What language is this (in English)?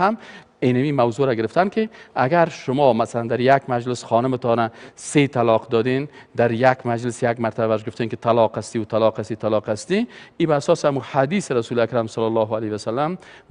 Persian